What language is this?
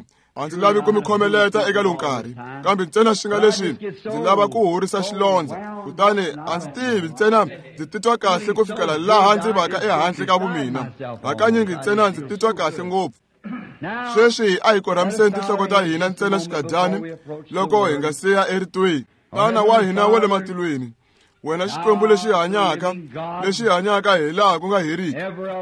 Tsonga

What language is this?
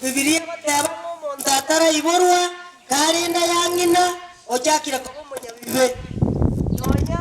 Gusii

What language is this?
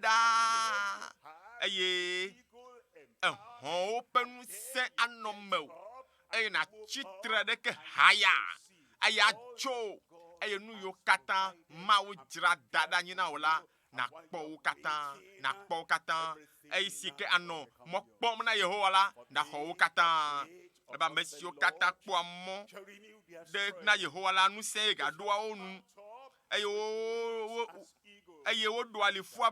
Ewe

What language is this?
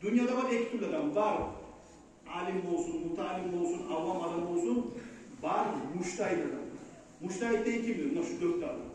Kumyk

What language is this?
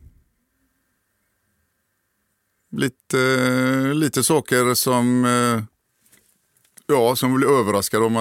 Swedish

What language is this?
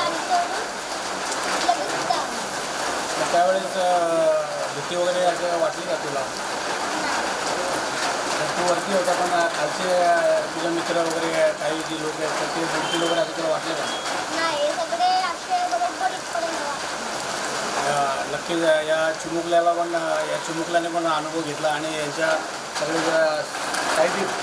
Marathi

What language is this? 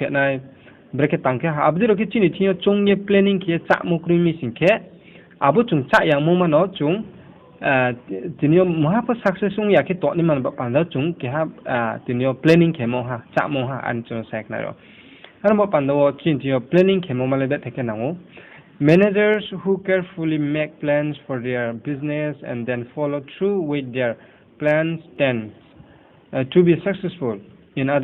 Riang (India)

